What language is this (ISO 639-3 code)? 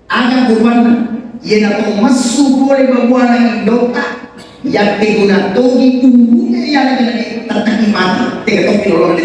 bug